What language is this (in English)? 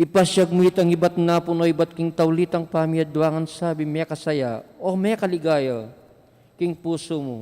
Pampanga